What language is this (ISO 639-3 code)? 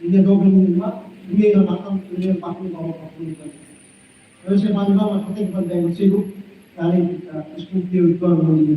tet